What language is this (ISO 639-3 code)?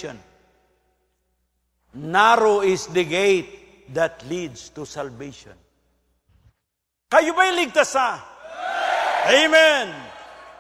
fil